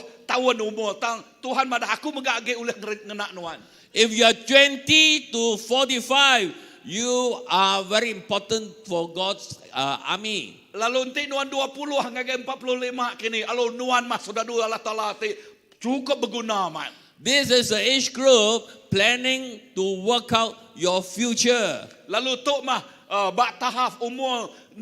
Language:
Iban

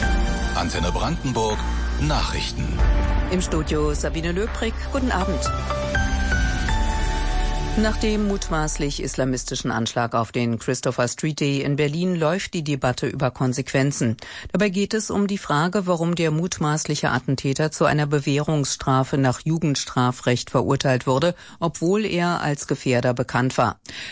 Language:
German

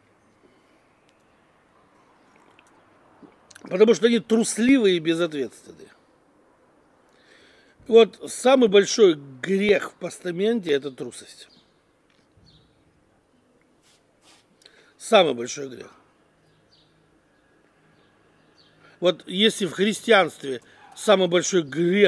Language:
Russian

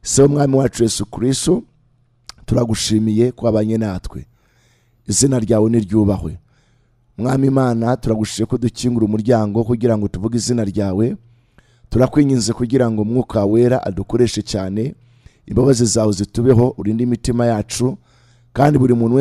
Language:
Kinyarwanda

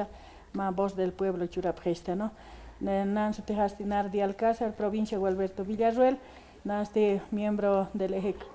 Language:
Aymara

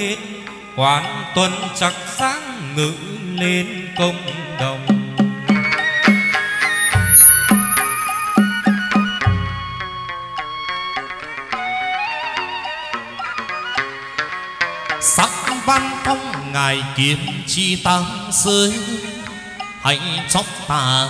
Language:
Vietnamese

